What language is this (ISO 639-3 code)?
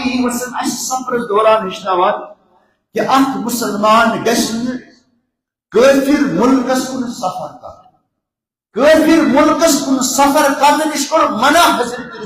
kas